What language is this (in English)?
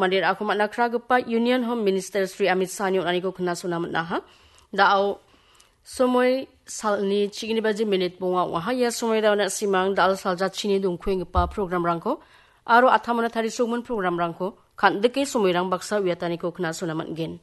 Garo